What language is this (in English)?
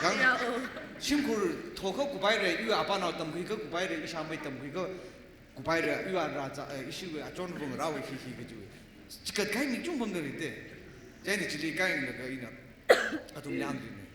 Tangkhul Naga (India)